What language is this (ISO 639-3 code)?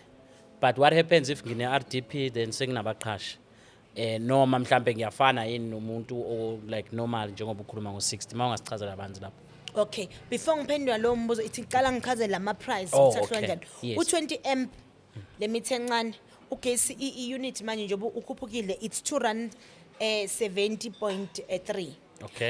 zul